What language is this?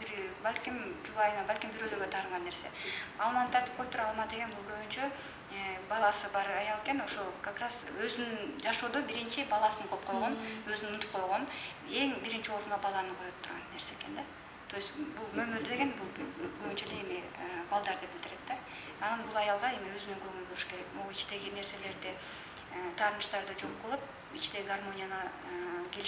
Kyrgyz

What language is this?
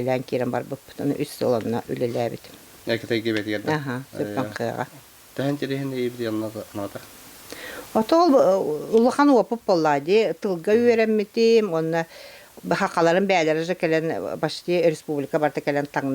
Yakut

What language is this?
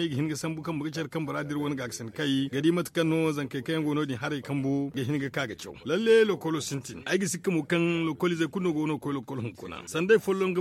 Zarma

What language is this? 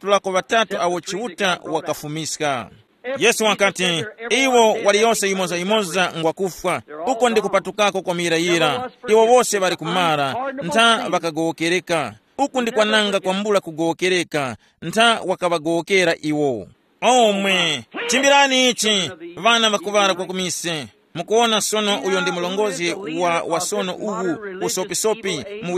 Tumbuka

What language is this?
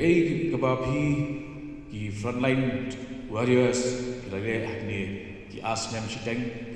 Khasi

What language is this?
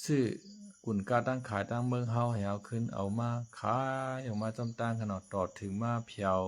Shan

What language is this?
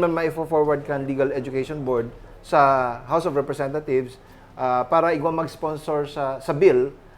Bikol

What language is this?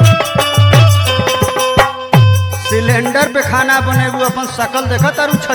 Bhojpuri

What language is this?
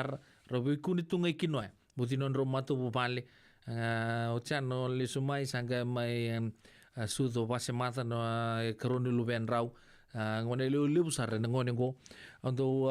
Fijian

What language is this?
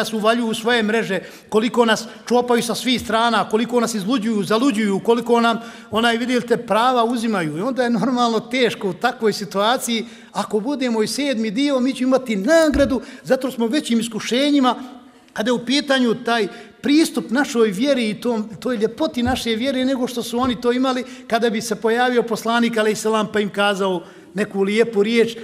Bosnian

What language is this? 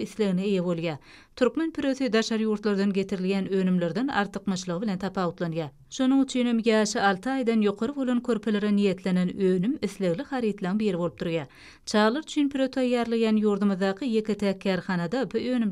Turkmen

